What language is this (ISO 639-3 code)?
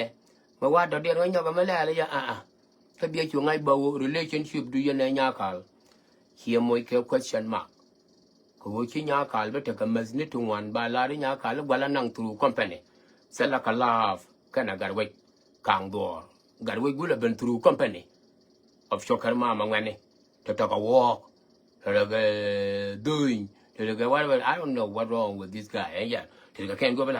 nus